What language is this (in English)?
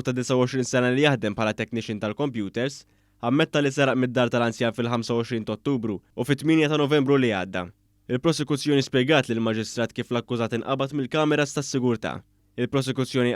Maltese